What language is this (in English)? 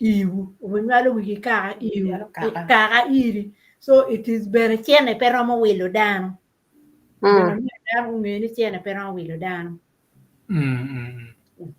Acoli